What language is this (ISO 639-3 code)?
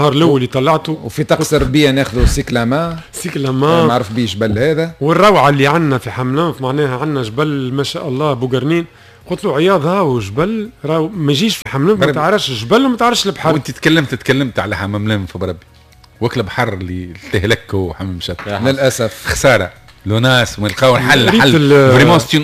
aeb